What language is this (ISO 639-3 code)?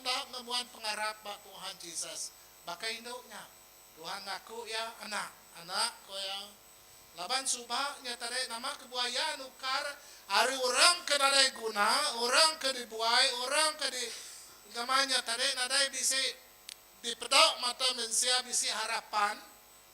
iba